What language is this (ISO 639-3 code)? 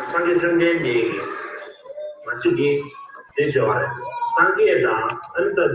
bod